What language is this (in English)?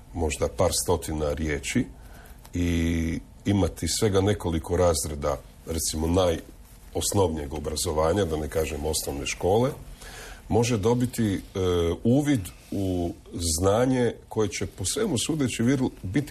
Croatian